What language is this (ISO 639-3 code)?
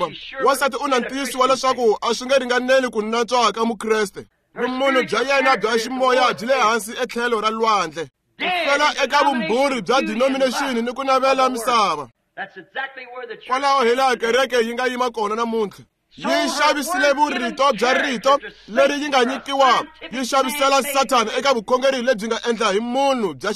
tso